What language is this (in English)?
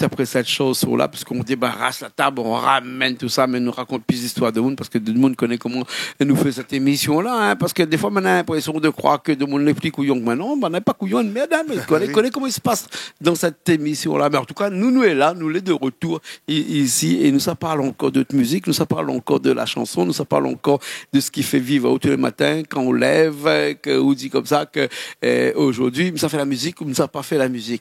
Réunion Creole French